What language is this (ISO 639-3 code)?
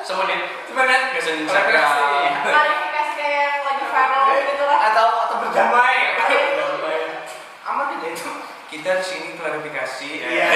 bjn